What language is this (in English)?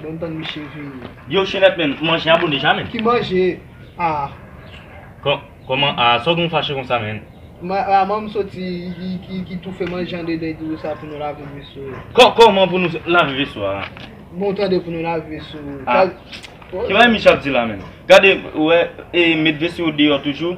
Haitian Creole